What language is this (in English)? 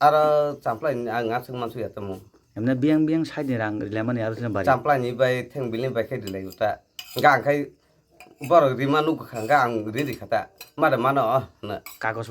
Kok Borok